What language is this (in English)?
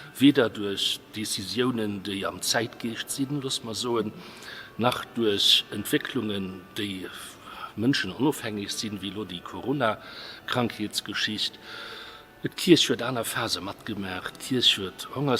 Luxembourgish